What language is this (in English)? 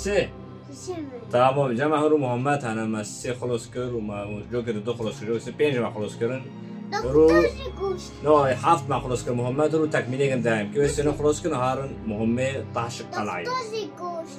Kurdish